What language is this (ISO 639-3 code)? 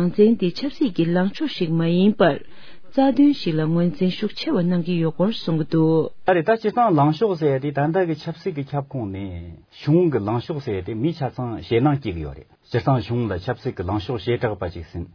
bod